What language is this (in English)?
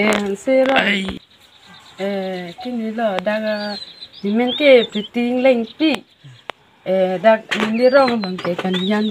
Karbi